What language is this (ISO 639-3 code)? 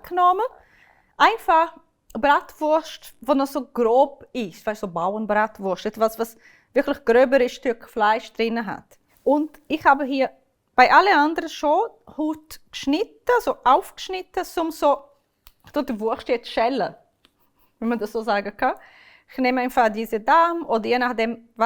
gsw